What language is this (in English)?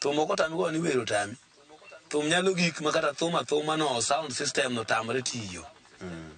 Luo (Kenya and Tanzania)